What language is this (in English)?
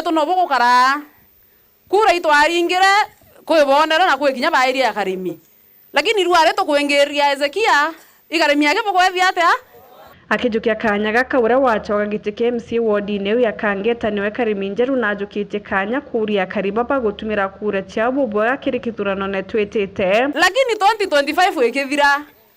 Meru